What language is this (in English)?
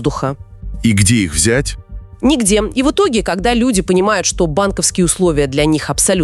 Russian